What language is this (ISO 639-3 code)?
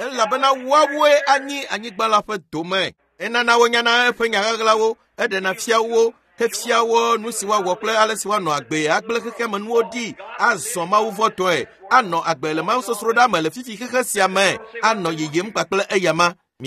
ewe